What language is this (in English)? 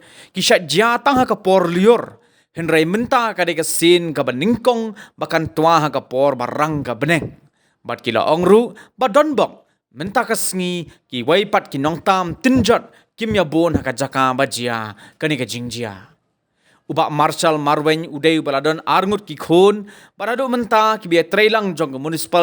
Khasi